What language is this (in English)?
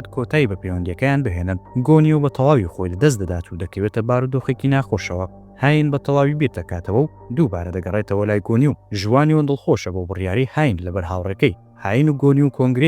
Central Kurdish